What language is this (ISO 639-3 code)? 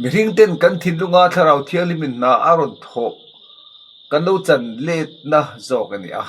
lus